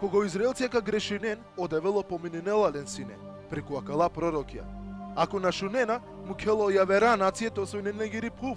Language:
Balkan Romani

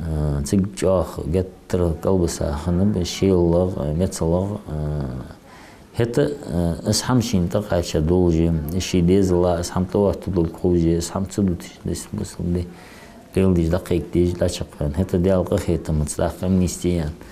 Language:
Ingush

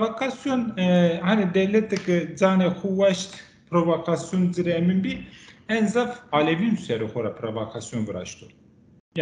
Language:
Zaza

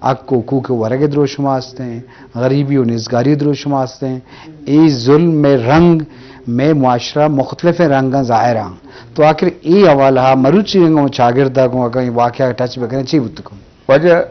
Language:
Eastern Balochi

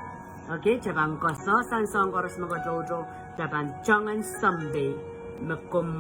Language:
Pohnpeian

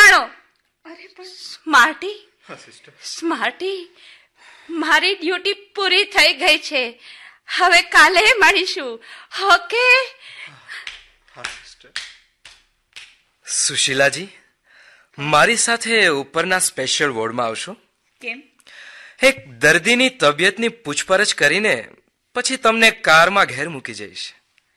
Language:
Gujarati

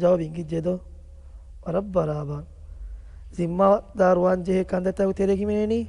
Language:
Divehi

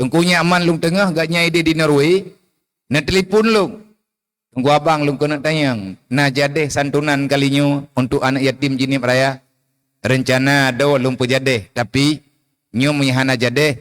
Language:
Achinese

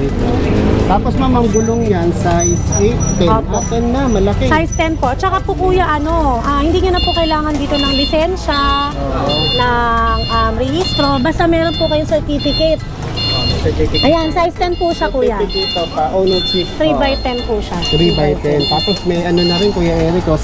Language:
Filipino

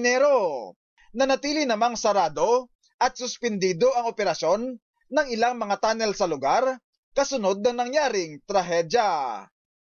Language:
Filipino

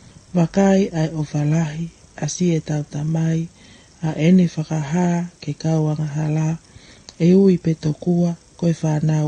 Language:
Tongan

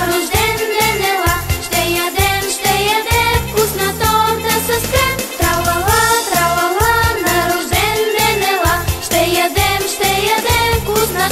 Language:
Bulgarian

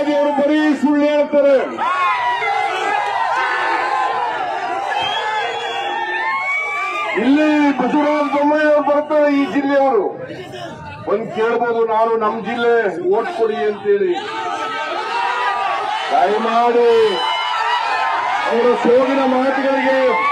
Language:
Kannada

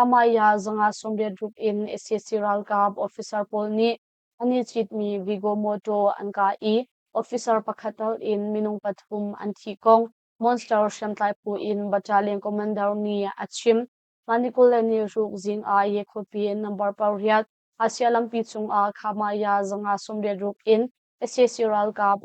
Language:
Hakha Chin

